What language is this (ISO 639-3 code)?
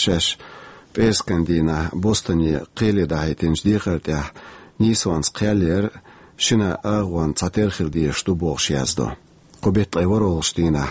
che